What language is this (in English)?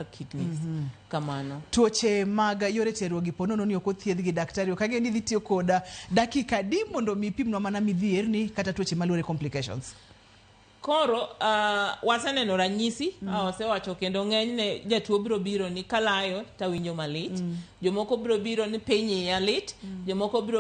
Luo (Kenya and Tanzania)